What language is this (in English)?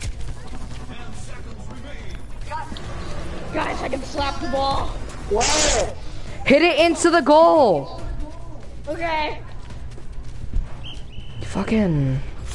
English